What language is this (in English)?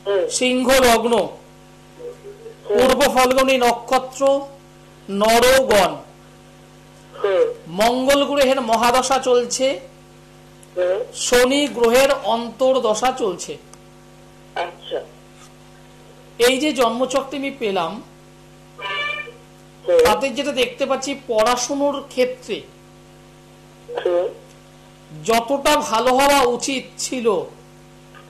Bangla